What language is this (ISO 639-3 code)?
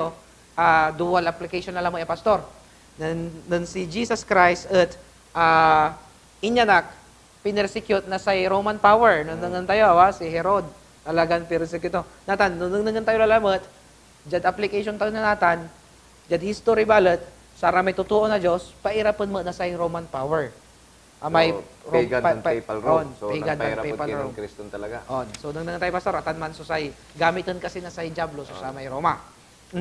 pag